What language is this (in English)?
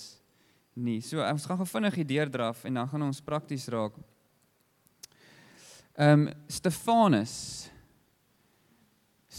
Afrikaans